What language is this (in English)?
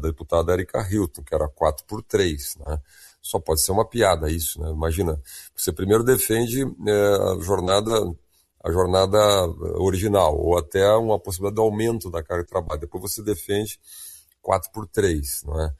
Portuguese